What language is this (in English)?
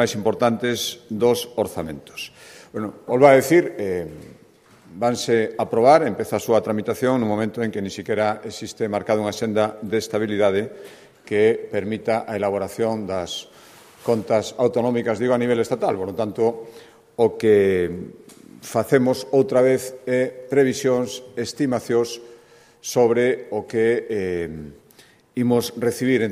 Galician